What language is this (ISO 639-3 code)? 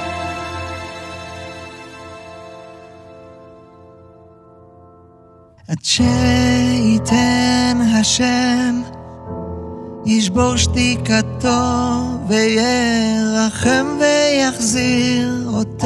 heb